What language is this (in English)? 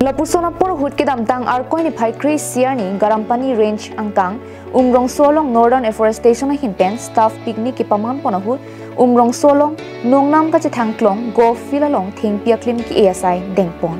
Karbi